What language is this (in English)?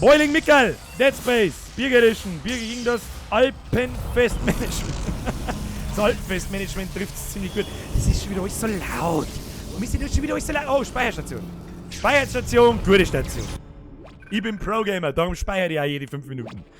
Bavarian